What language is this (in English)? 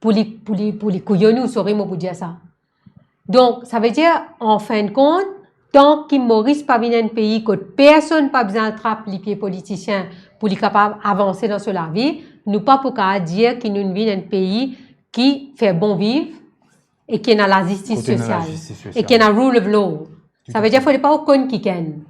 Morisyen